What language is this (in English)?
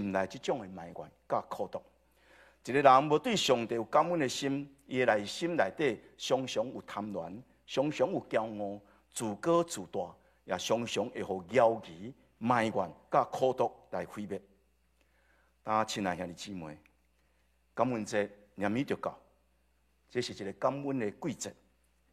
Min Nan Chinese